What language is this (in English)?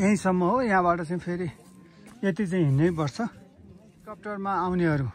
Nepali